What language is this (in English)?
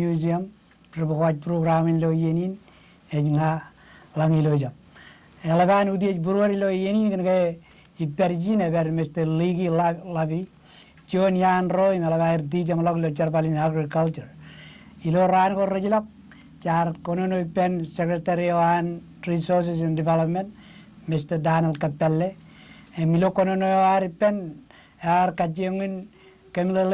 Marshallese